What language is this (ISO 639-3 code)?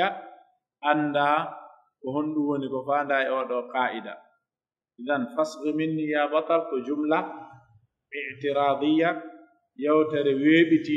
fuf